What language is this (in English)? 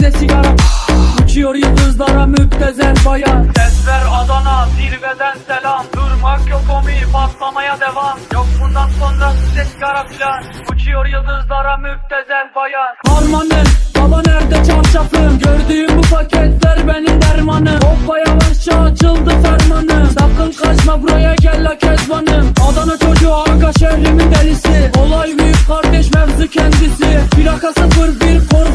Turkish